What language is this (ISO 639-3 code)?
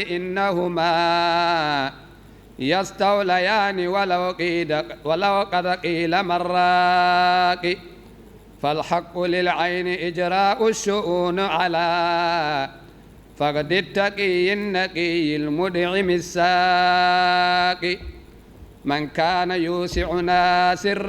ful